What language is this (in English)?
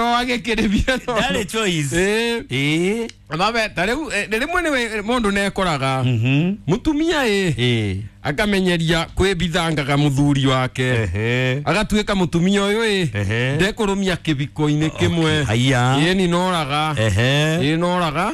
Kikuyu